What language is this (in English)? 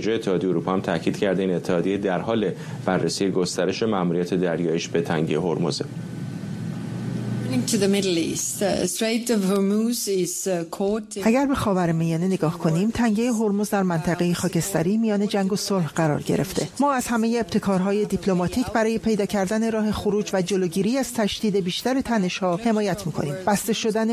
Persian